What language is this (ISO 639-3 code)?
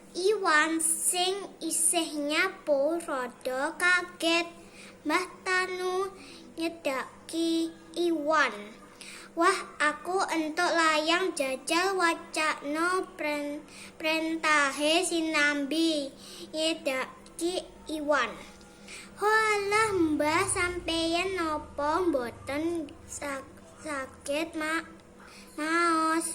jav